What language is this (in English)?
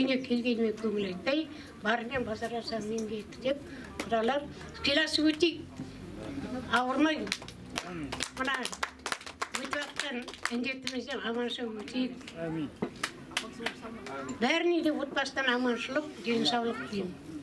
Kazakh